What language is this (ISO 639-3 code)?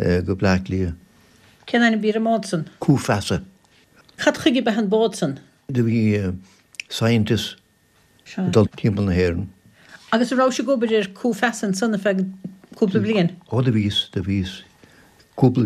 gle